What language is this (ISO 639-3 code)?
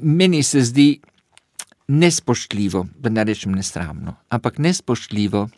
slv